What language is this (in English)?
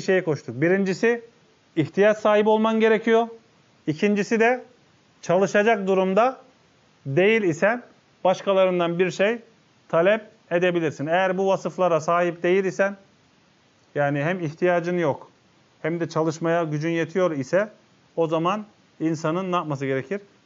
Turkish